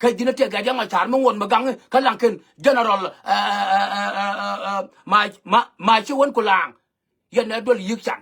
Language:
Nuer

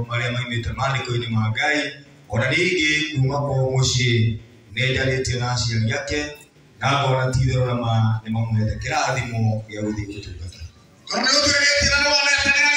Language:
Kikuyu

